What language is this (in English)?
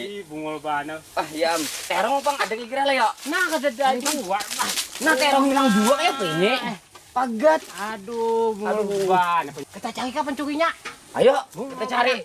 Banjar